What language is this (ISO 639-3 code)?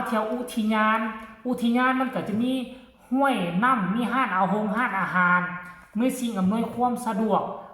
lao